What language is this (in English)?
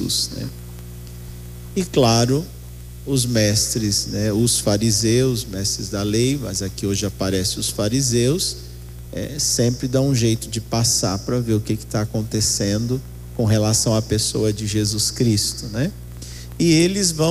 Portuguese